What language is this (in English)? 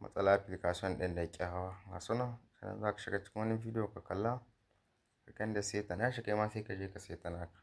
Hausa